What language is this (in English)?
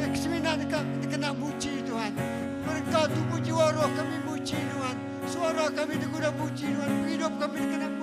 Iban